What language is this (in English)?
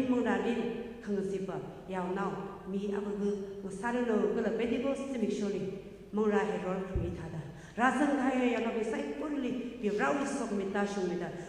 Tangkhul Naga (India)